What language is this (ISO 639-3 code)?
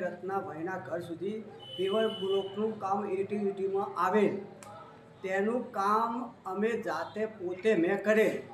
guj